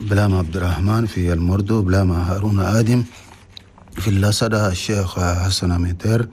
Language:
Chadian Arabic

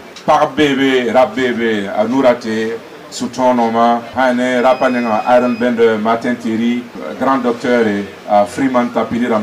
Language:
Mossi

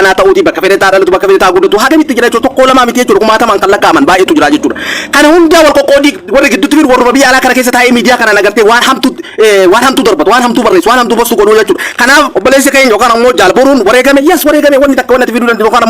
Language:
Oromo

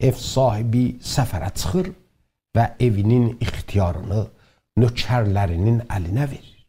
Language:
South Azerbaijani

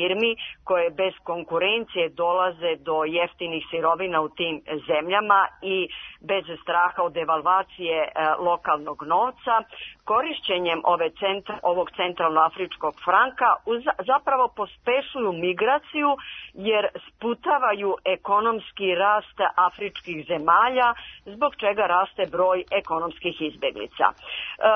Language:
Serbian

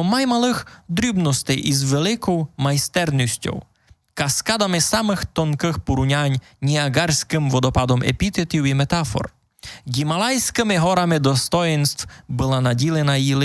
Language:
Rusyn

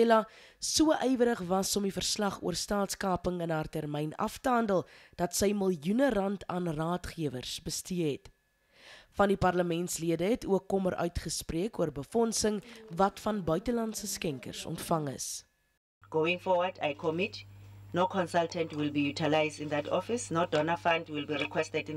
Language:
Afrikaans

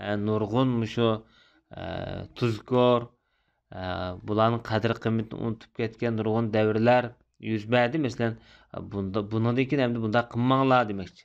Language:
Uyghur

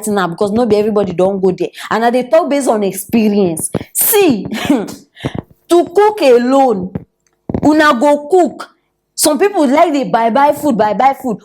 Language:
Nigerian Pidgin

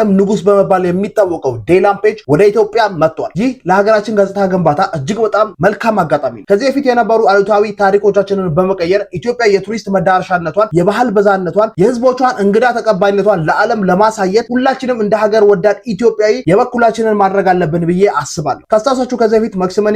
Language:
Amharic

